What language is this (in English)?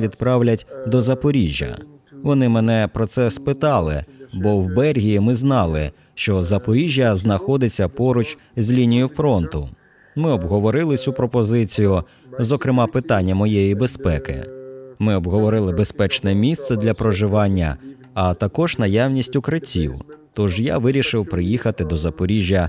Ukrainian